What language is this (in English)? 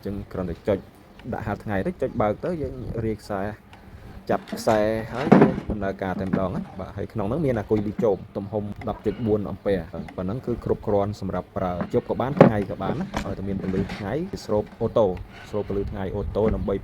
Khmer